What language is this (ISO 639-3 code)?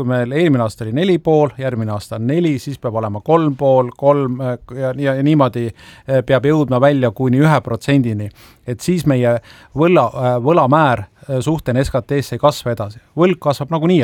est